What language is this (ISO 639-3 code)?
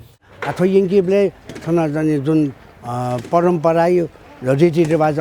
new